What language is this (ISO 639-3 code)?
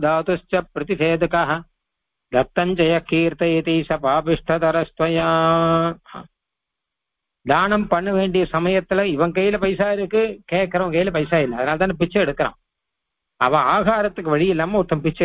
tam